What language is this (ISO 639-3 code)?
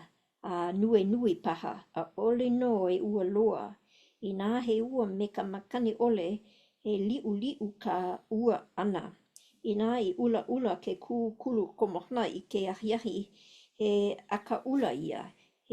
haw